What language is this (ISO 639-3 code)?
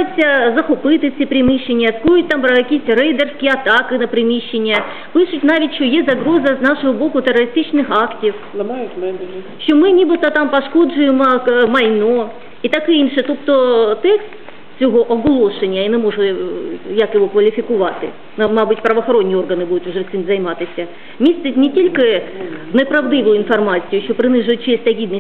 ukr